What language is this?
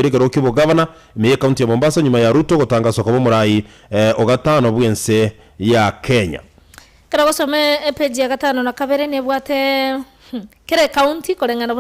Gusii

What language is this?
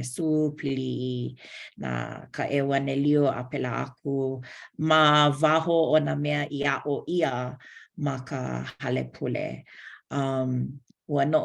Hawaiian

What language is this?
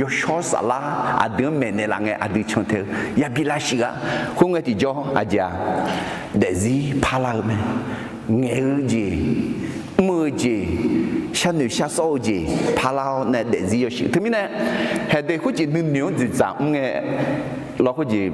Akha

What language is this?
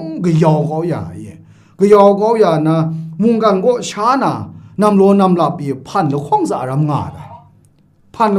Kachin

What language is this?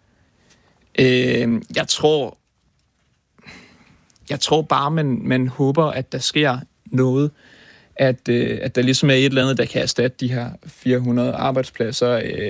Danish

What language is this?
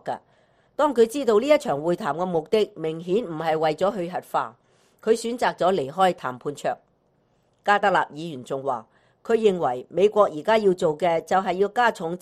Cantonese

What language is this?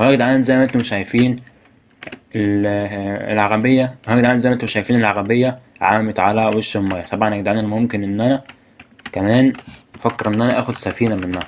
Egyptian Arabic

